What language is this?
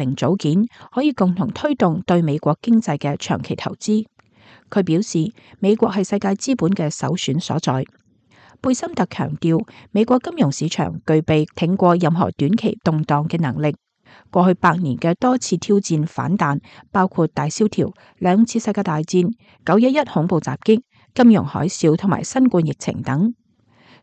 Cantonese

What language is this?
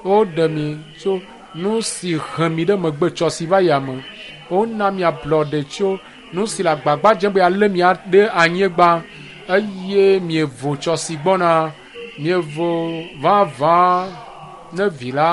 Ewe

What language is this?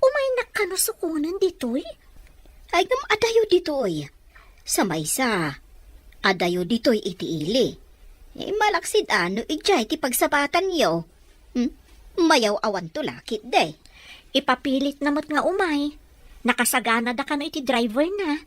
Iloko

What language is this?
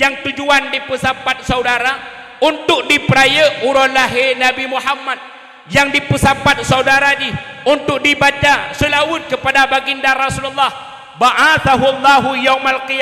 Achinese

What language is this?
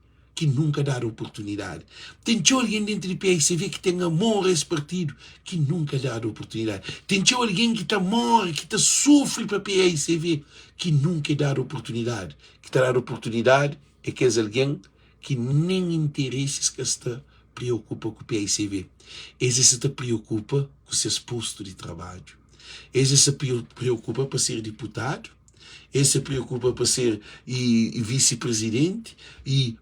Kabuverdianu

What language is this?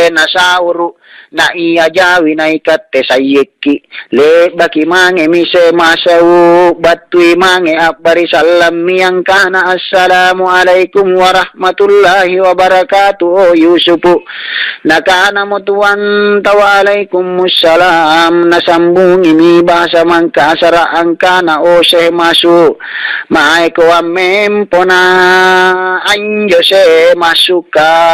Makasar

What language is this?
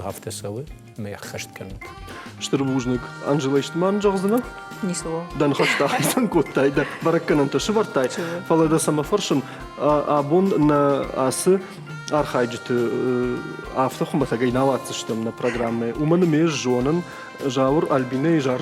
Ossetic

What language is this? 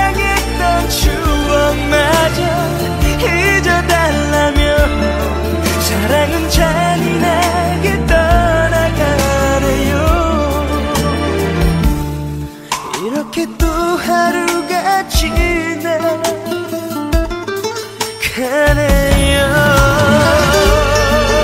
Korean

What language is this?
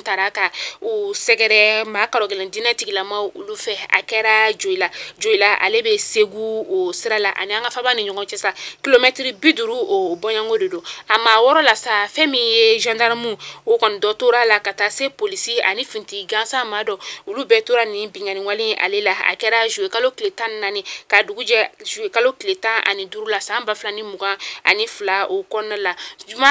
Bambara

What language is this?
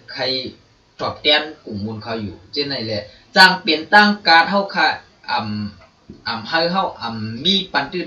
Shan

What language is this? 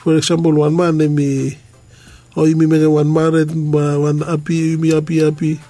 Bislama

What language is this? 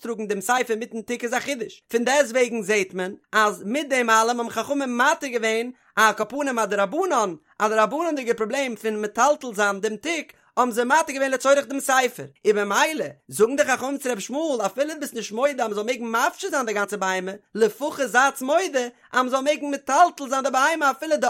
Yiddish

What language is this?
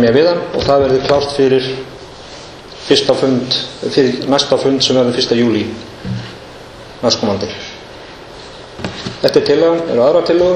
Icelandic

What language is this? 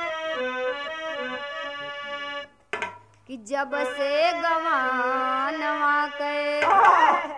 Bhojpuri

